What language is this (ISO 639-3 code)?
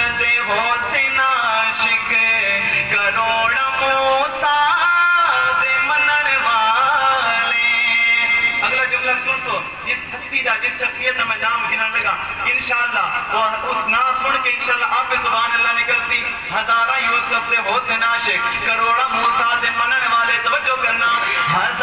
skr